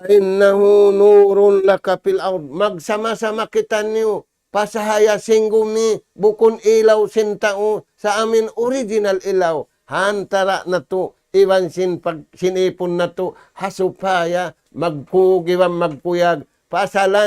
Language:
Tausug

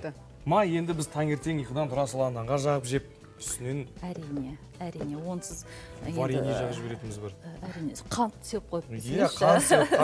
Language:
Kazakh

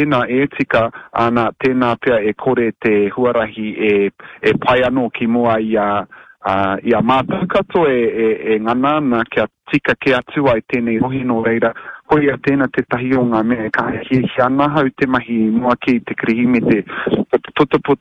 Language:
Māori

